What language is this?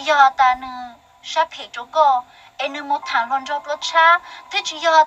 Hmong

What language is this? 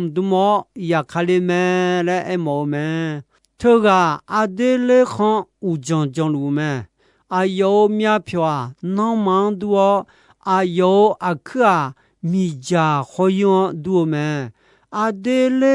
Akha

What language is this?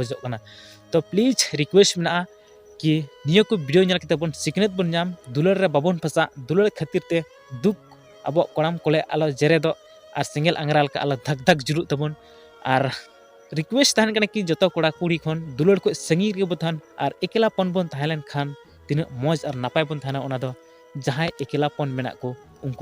Santali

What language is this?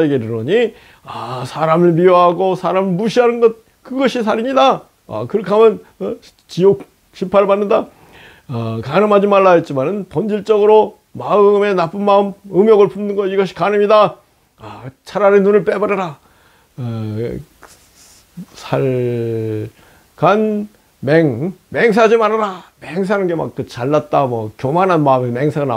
Korean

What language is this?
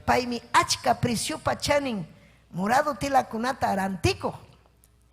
Ayacucho Quechua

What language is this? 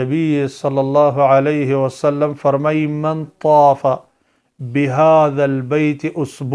Pashto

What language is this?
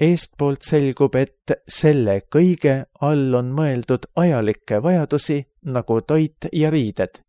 Estonian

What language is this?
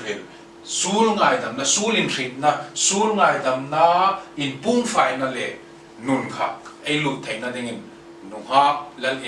Hmar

